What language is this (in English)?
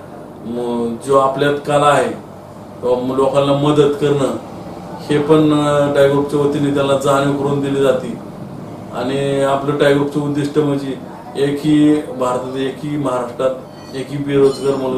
Marathi